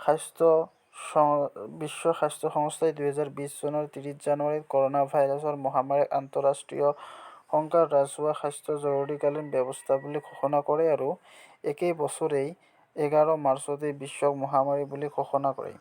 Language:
Assamese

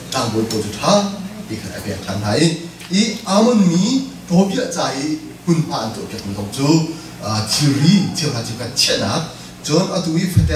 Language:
Hakha Chin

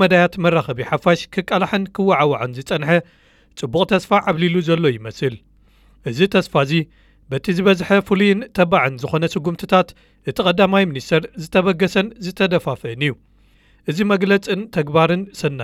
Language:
Tigrinya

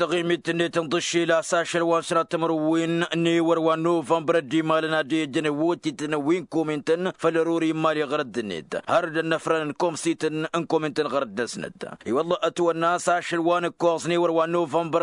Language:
Tamasheq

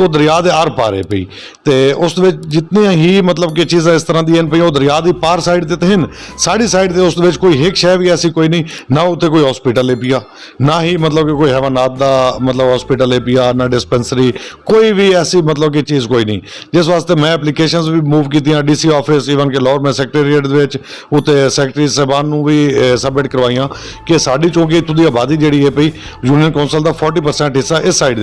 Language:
Western Panjabi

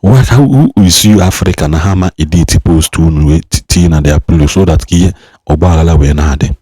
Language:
Igbo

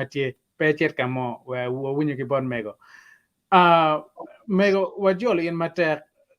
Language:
Acoli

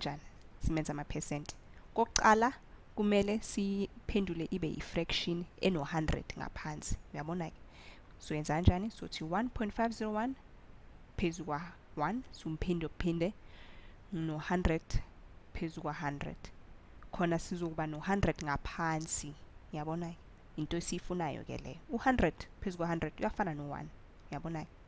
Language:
Zulu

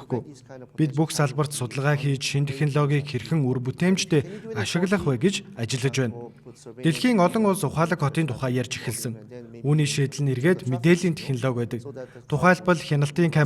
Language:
Mongolian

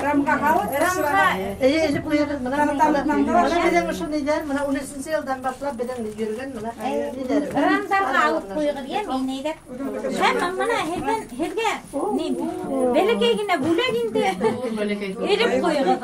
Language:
Bashkir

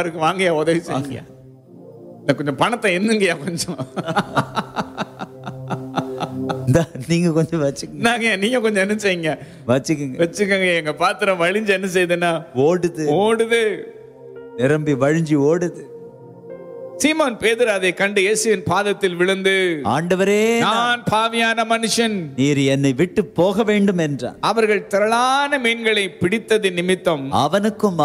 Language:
Tamil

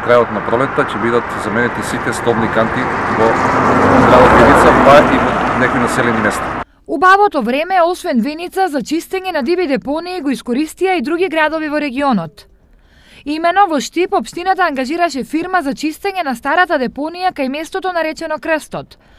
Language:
Macedonian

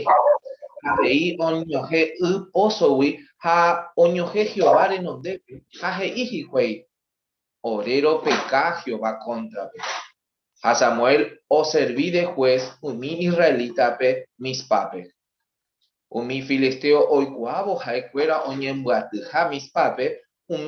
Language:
Guarani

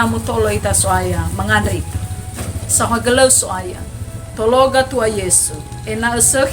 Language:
Nias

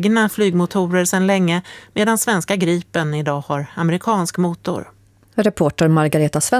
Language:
Swedish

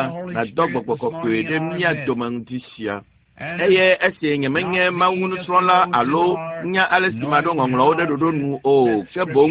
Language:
Ewe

